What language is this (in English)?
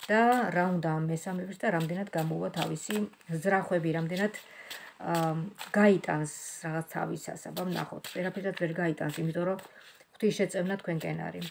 Georgian